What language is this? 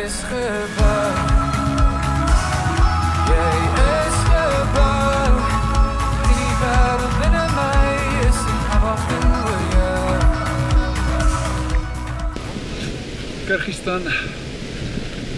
Afrikaans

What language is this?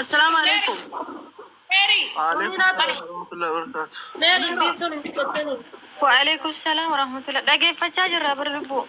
Oromo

